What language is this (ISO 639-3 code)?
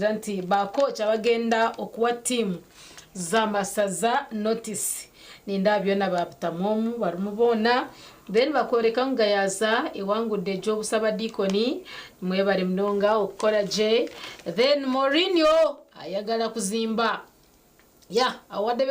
nyn